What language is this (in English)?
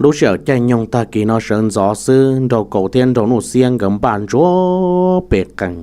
Hmong